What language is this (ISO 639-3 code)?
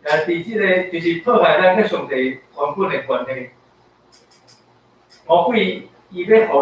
nan